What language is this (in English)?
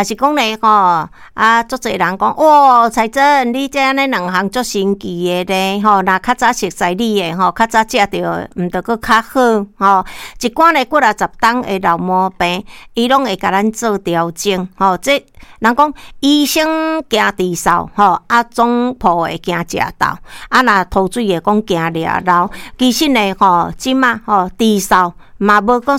Min Nan Chinese